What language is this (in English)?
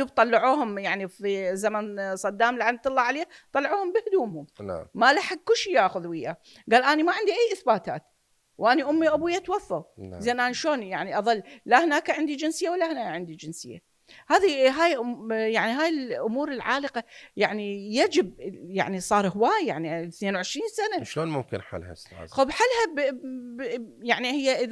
Mesopotamian Arabic